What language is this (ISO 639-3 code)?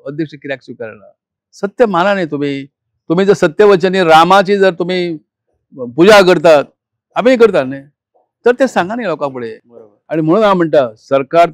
kok